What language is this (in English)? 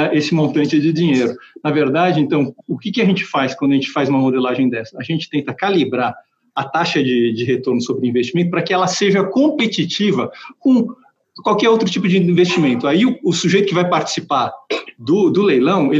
Portuguese